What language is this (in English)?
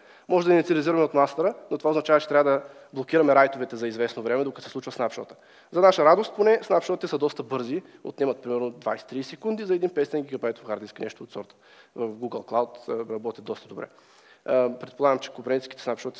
Bulgarian